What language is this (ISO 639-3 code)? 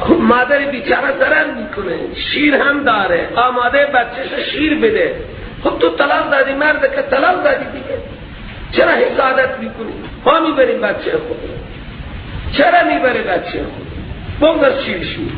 fas